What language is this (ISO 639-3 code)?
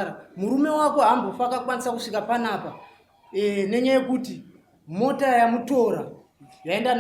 sna